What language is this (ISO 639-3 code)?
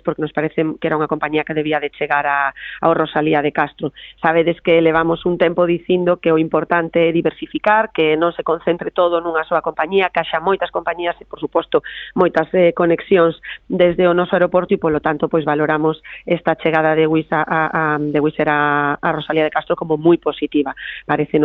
glg